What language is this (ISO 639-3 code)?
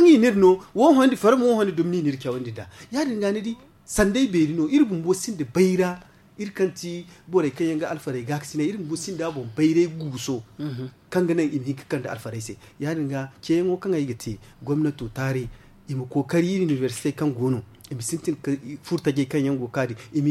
dje